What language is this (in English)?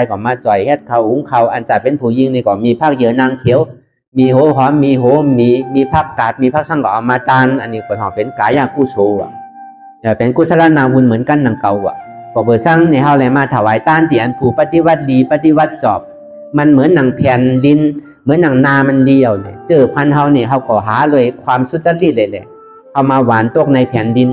Shan